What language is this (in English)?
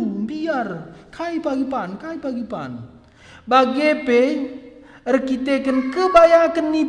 Batak Karo